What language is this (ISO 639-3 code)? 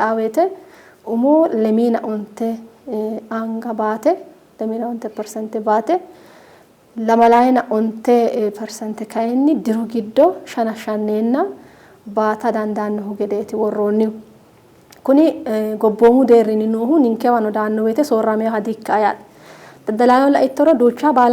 sid